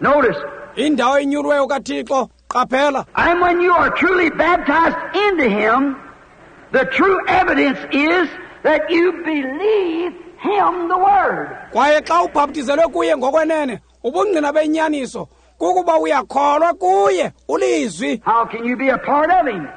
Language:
Xhosa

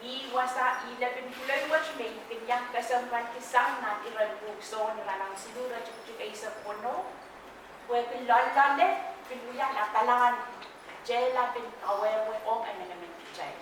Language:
Pohnpeian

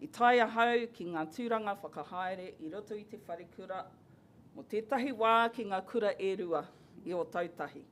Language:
Māori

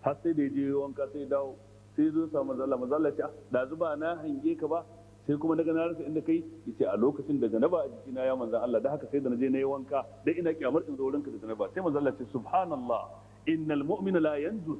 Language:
Hausa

